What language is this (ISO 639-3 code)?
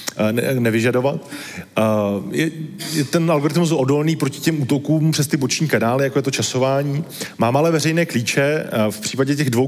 ces